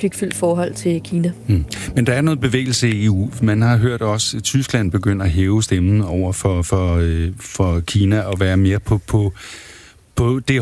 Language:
Danish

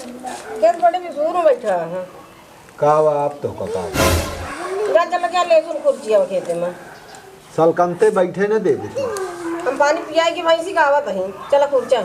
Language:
Awadhi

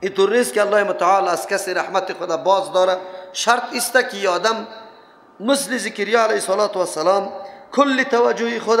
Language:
Persian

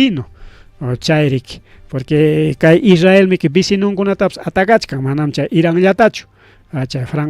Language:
Ayacucho Quechua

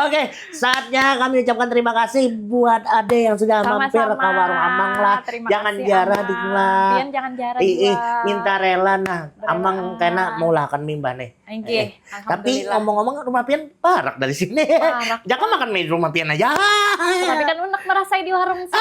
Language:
Banjar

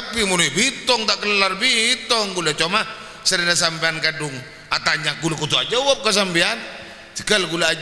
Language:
Madurese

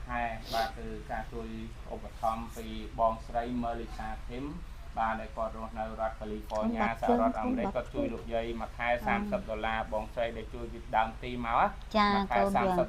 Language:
Khmer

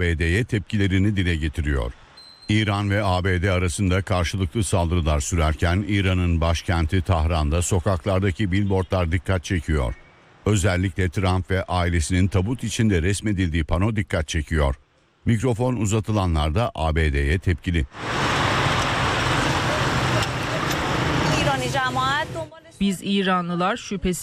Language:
Turkish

